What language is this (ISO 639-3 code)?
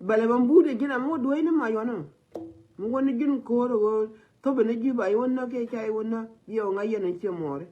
nus